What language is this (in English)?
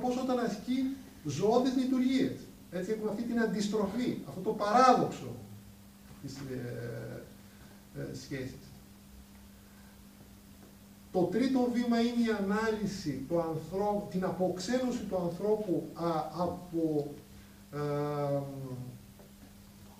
Greek